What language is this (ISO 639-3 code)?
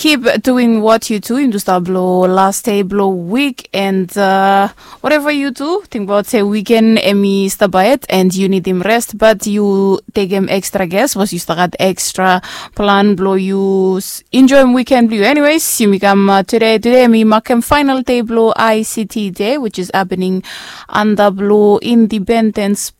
bis